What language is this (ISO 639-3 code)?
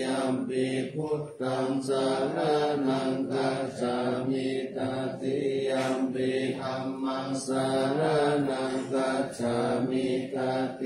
pli